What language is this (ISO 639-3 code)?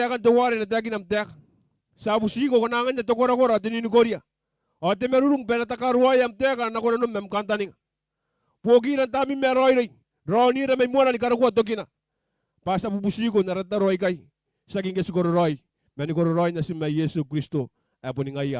gil